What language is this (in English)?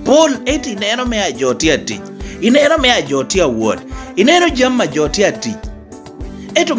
Lango (Uganda)